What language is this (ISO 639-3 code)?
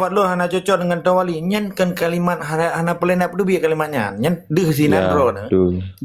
ace